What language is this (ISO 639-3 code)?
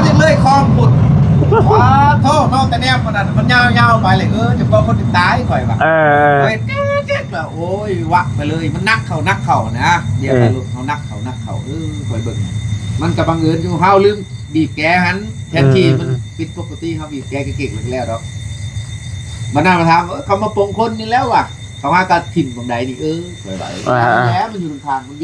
lao